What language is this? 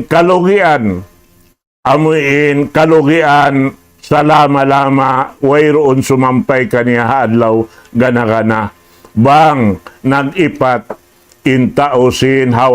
Tausug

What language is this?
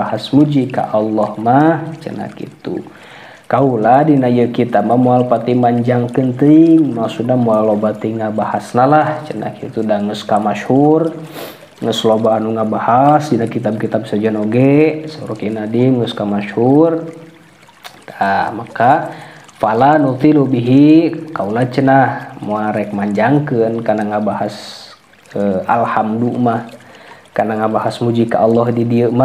Sundanese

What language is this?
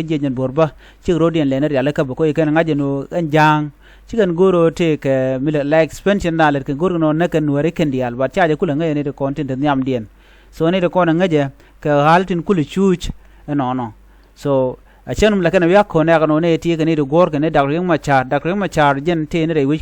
Nuer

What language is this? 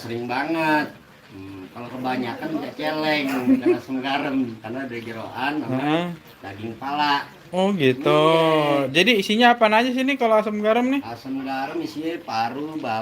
Betawi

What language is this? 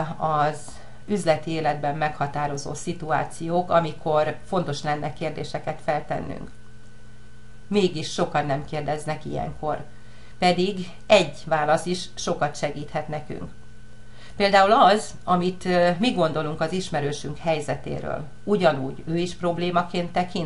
Hungarian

